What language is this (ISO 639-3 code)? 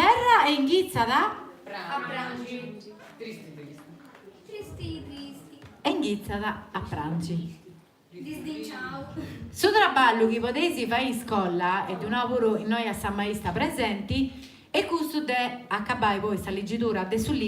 srd